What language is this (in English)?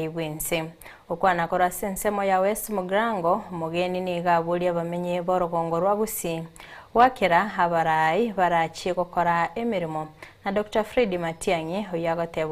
Gusii